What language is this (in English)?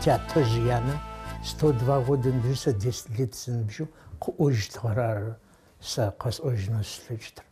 Adyghe